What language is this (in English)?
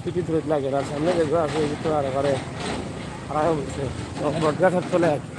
Sylheti